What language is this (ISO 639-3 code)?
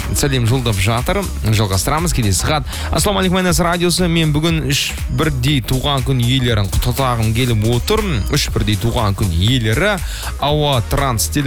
kaz